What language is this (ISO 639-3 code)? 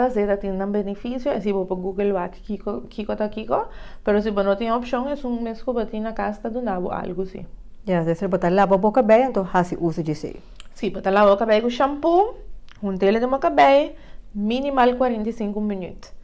pap